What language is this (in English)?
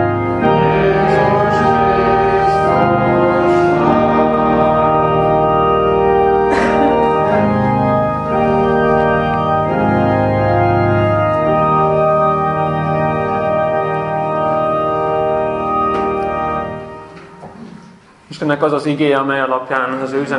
Hungarian